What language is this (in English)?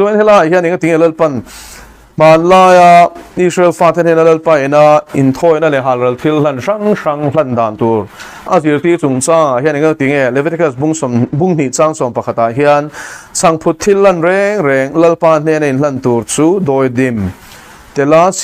Mizo